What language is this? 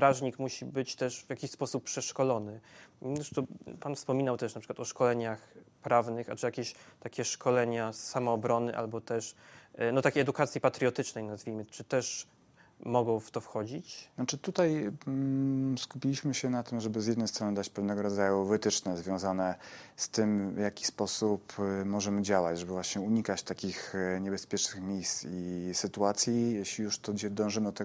Polish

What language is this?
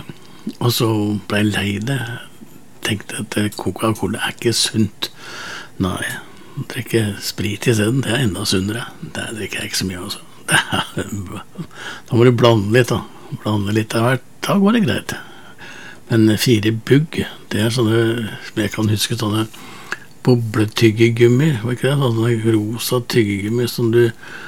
Norwegian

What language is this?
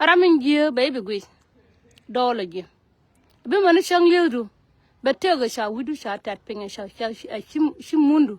Nuer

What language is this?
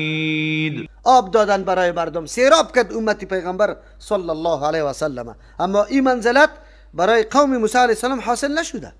Persian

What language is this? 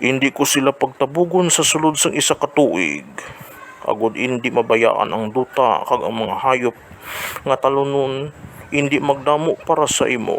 Hiligaynon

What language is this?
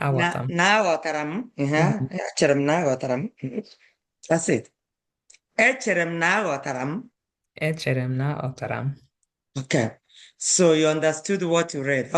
Igbo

